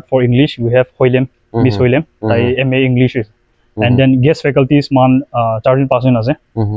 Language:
Naga Pidgin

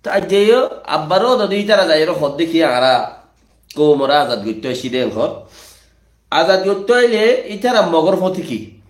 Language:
Rohingya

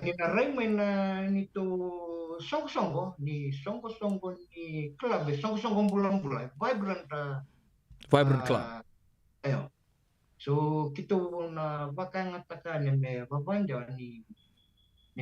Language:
Fijian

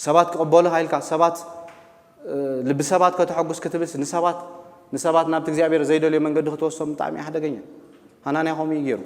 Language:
Tigrinya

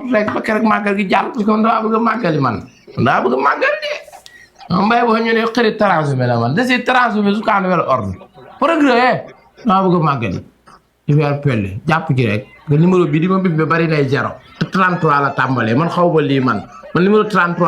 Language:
Wolof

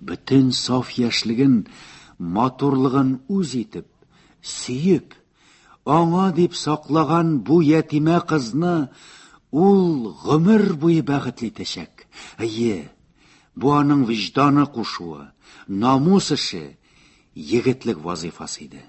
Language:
Tatar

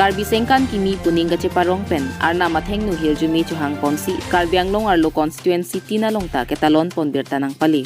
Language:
Karbi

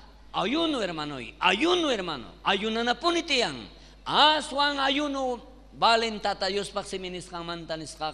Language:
South Bolivian Quechua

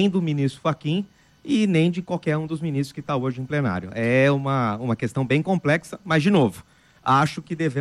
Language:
Portuguese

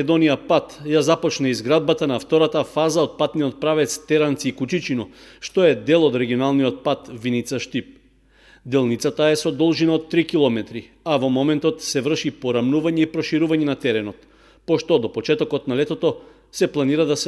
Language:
Macedonian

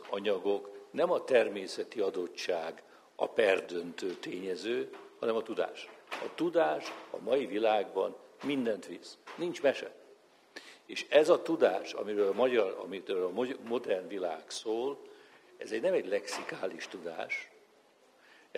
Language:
Hungarian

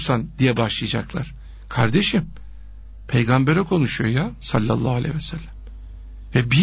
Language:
Turkish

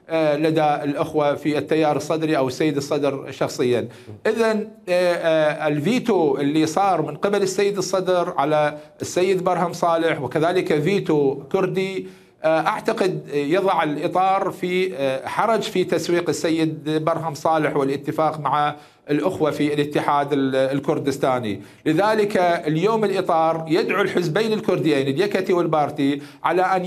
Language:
Mesopotamian Arabic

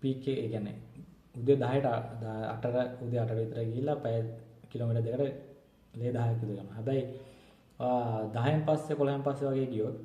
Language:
Sinhala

